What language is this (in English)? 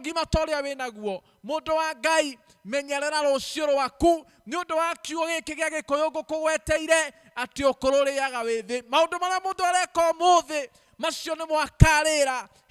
Kikuyu